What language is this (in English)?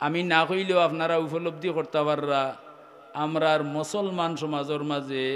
Sylheti